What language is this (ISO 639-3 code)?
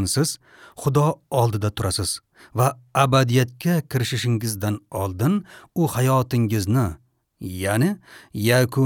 uzb